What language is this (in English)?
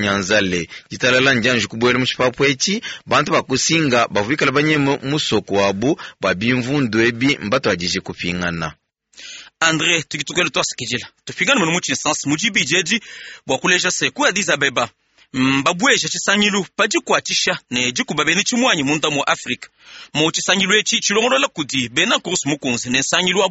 Luba-Lulua